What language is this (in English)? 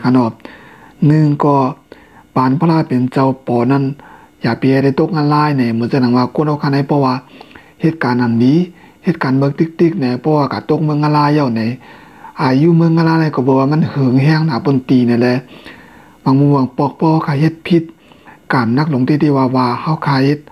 Shan